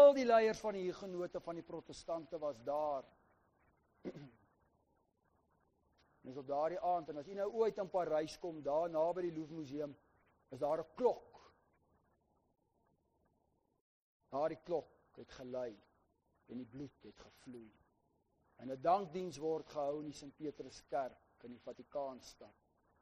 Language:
Afrikaans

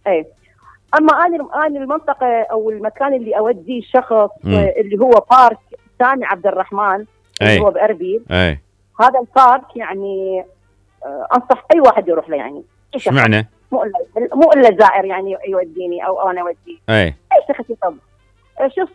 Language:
Mesopotamian Arabic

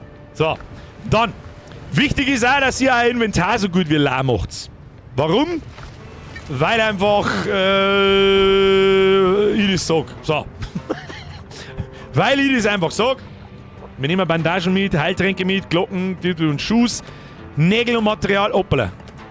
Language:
Bavarian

